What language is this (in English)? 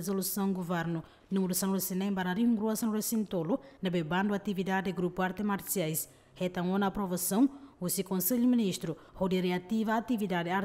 Tetum